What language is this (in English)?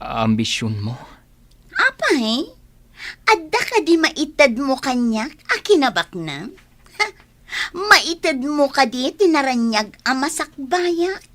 Iloko